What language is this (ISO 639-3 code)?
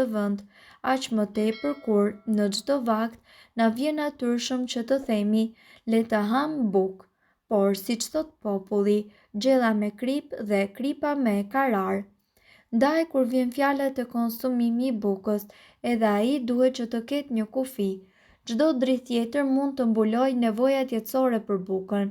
sqi